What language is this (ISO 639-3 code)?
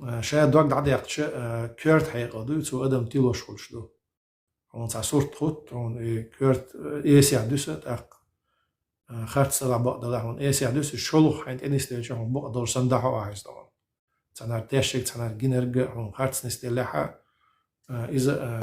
che